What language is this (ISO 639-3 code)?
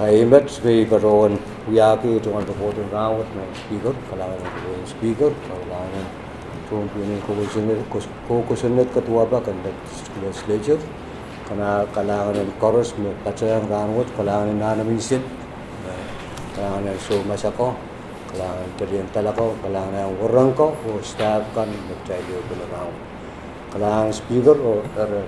pon